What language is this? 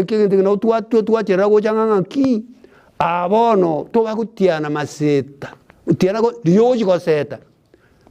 Gusii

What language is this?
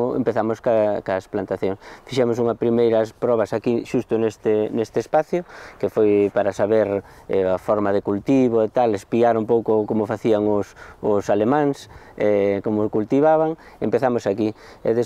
Galician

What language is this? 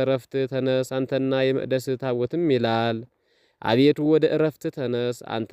Amharic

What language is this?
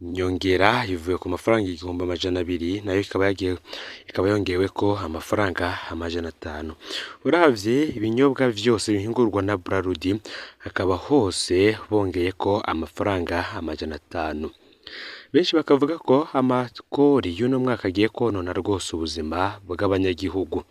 Rundi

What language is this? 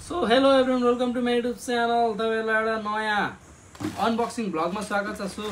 Nepali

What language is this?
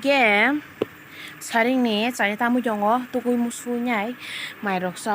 Kok Borok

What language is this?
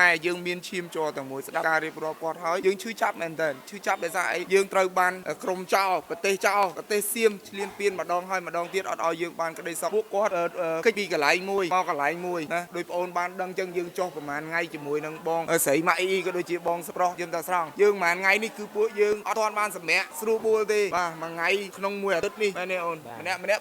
Khmer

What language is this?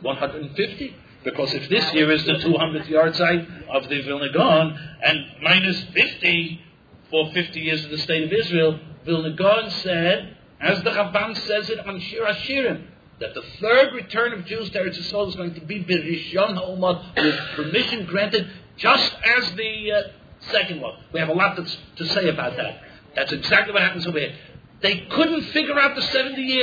English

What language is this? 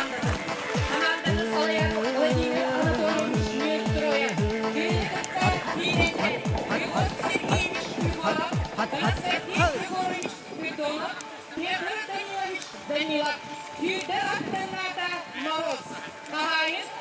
Yakut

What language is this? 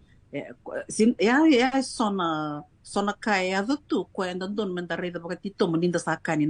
Fijian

